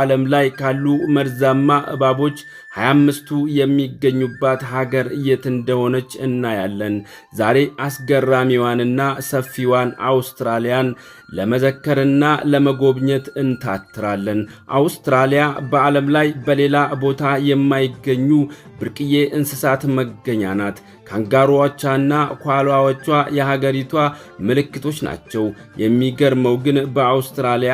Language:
Amharic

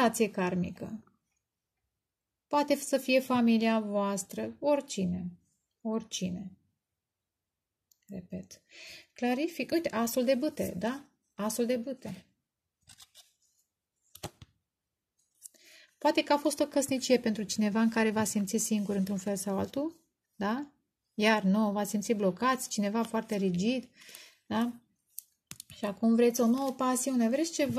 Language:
Romanian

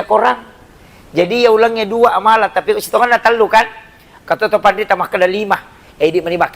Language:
Buginese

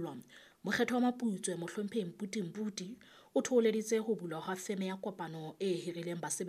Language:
Southern Sotho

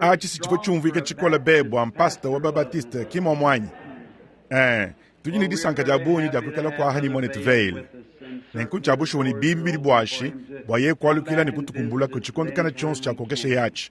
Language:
Luba-Lulua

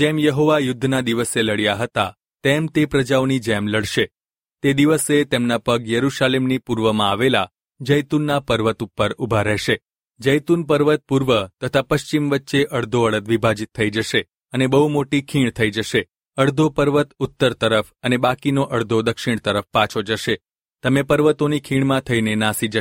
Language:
Gujarati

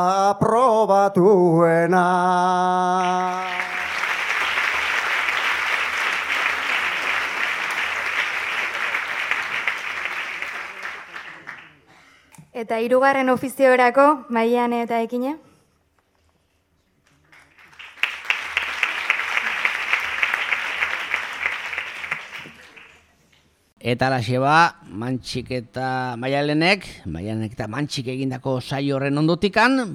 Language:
Basque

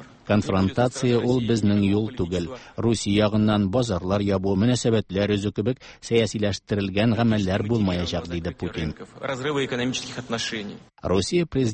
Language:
Tatar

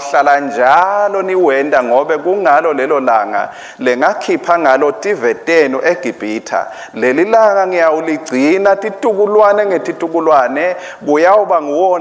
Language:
Swati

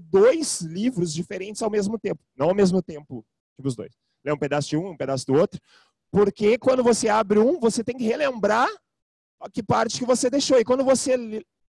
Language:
Portuguese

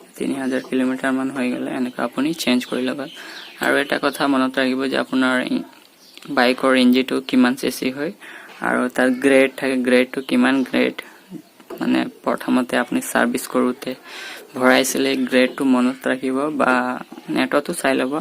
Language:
Assamese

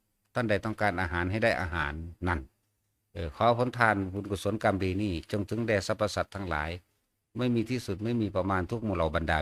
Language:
Northeastern Thai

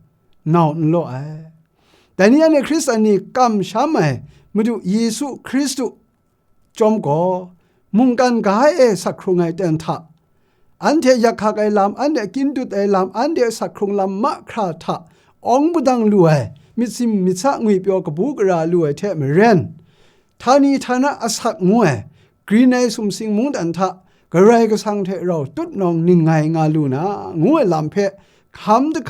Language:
Kachin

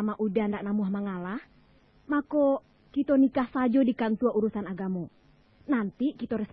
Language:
Minangkabau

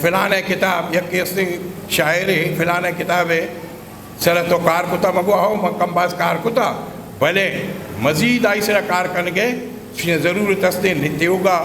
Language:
Eastern Balochi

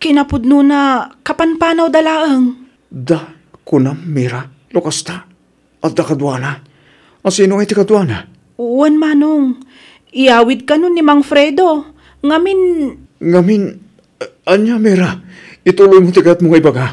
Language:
Iloko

